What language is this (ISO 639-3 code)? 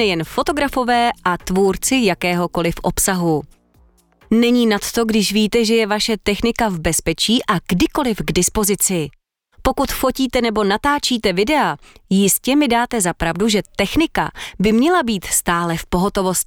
ces